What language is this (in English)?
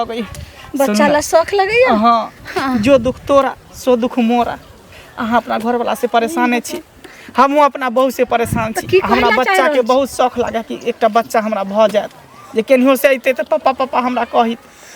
Maithili